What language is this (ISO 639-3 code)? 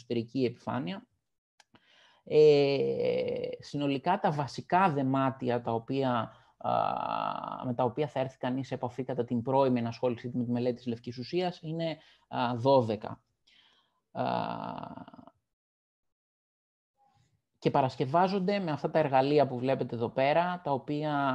ell